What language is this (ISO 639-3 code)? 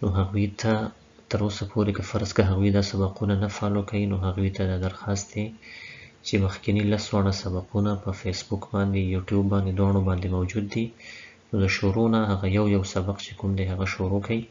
pus